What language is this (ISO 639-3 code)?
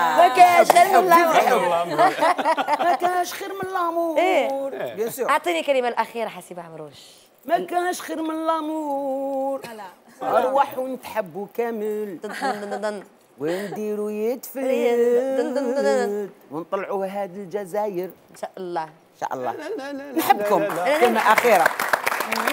arq